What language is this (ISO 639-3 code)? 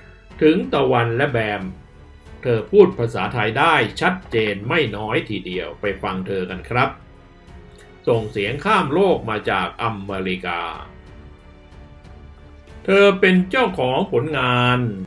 tha